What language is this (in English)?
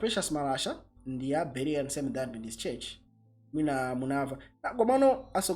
Nyanja